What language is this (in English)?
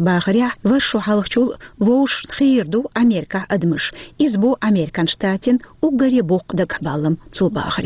Chechen